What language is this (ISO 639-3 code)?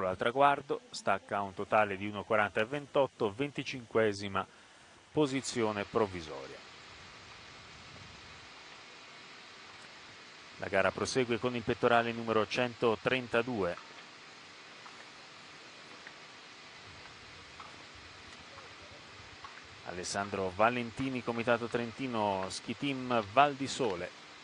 ita